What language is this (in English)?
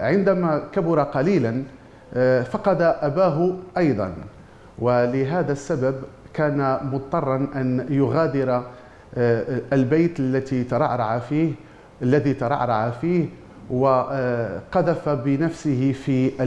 Arabic